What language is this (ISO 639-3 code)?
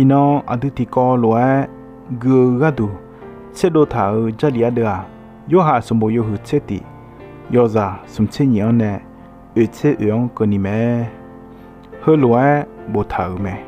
ahk